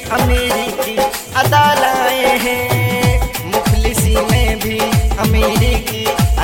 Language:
Haryanvi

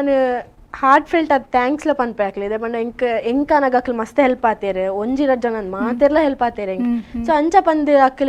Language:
Tulu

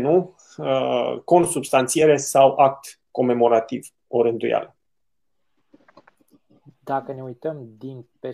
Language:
Romanian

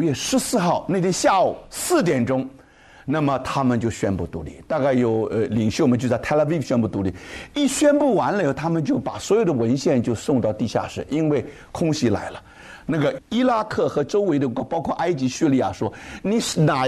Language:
Chinese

